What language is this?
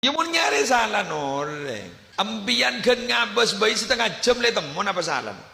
Madurese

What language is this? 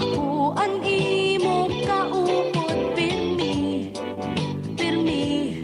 Waray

